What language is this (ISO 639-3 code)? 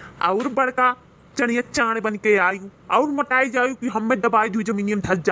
awa